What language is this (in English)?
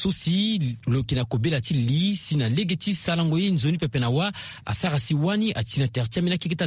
Sango